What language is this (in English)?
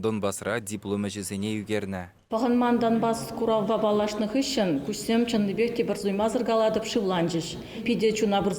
Chuvash